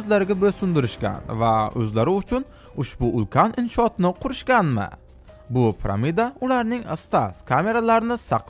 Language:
Uzbek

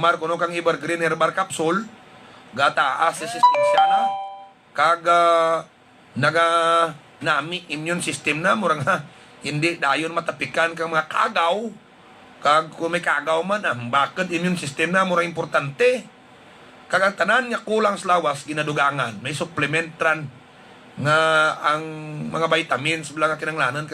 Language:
Hiligaynon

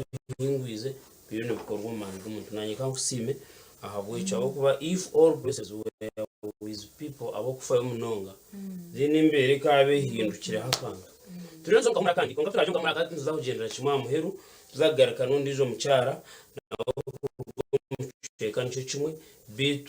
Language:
Nyankole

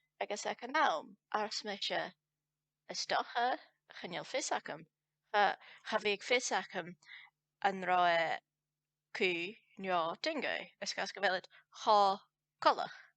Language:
Scottish Gaelic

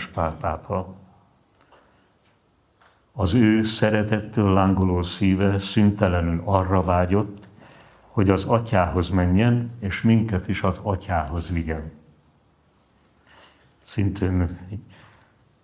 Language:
Hungarian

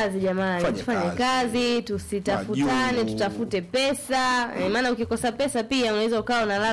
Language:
Swahili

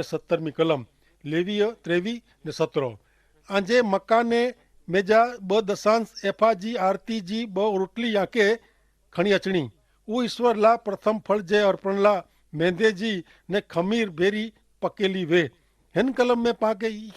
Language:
Kachhi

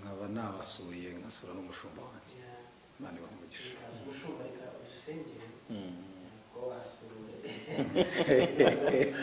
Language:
Kinyarwanda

